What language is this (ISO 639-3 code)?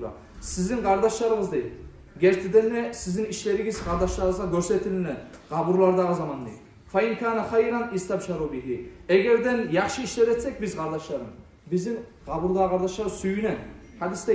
kum